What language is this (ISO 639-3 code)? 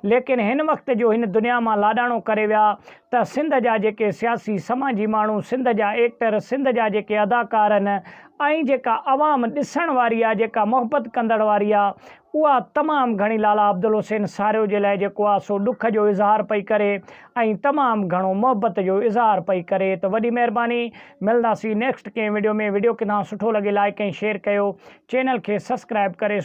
snd